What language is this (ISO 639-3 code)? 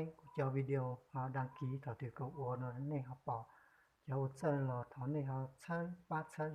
hmn